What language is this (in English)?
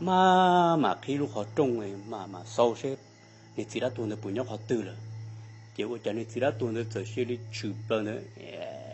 Hmong